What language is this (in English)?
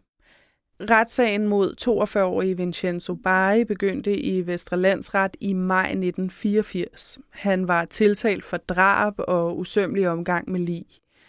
Danish